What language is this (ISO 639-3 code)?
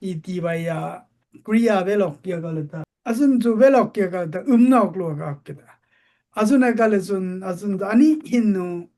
dis